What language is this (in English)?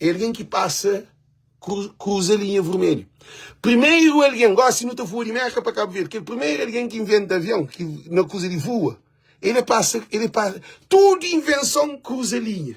Kabuverdianu